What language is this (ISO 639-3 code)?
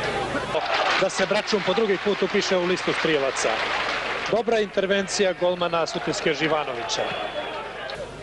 srp